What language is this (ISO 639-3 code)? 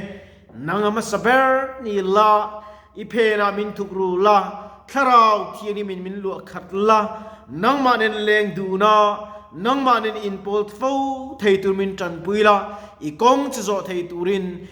lus